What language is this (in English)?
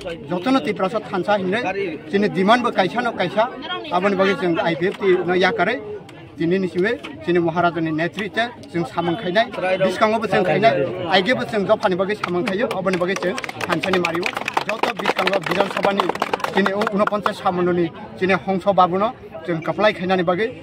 Kok Borok